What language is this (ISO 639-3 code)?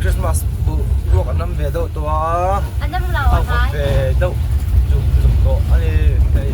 lus